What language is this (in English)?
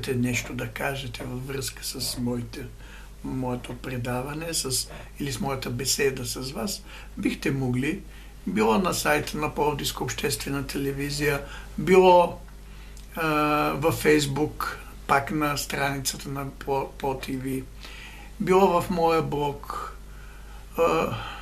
Bulgarian